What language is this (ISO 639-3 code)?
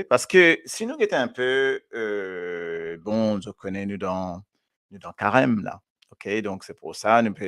mfe